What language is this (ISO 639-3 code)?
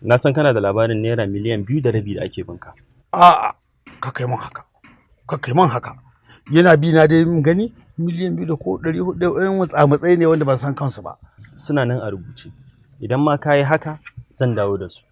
hau